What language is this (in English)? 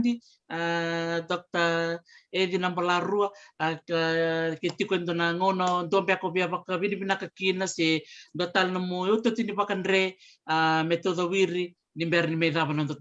Fijian